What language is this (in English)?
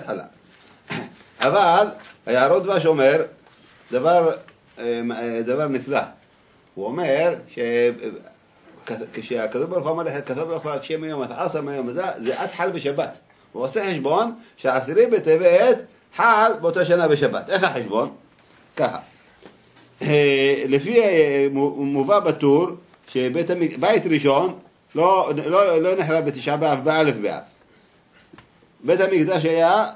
Hebrew